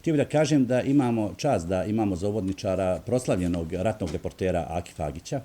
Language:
Bosnian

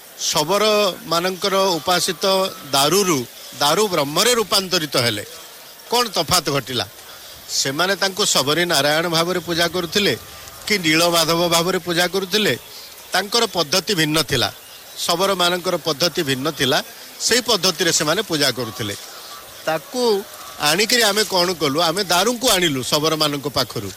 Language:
Odia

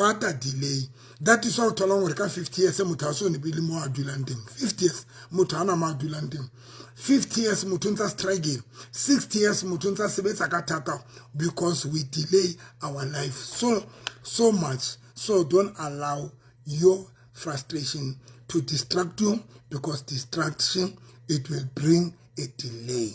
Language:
Southern Sotho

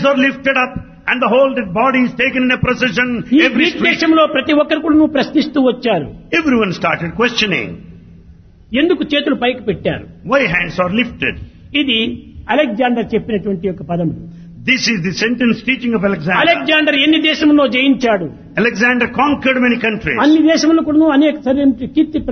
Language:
Telugu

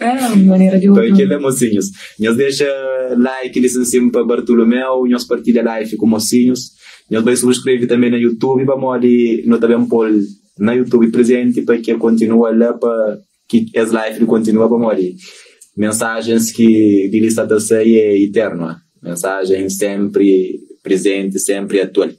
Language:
Kabuverdianu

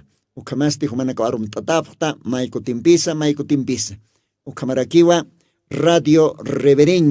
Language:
Aymara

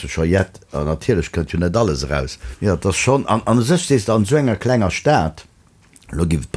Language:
Luxembourgish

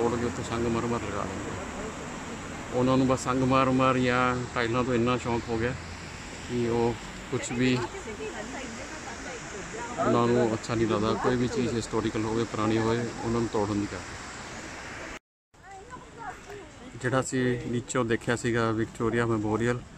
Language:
Punjabi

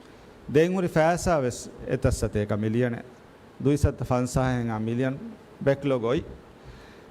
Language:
Divehi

